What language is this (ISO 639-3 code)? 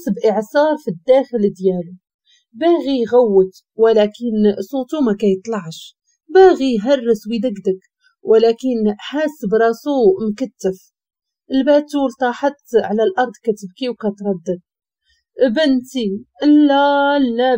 ary